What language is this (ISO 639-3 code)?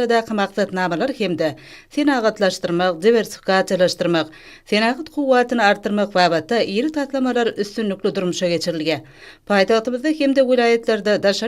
tuk